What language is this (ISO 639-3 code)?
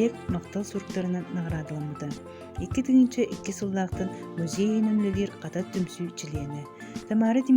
sah